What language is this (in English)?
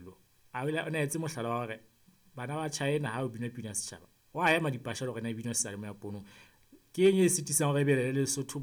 Southern Sotho